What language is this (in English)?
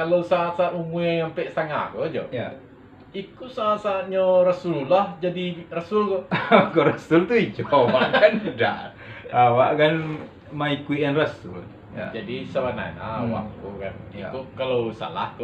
Minangkabau